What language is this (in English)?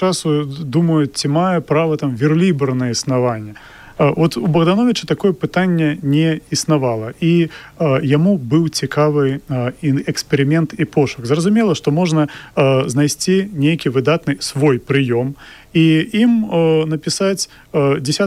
Belarusian